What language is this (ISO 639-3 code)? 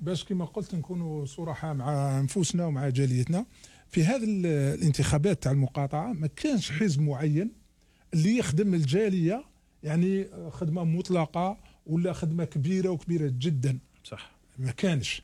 arq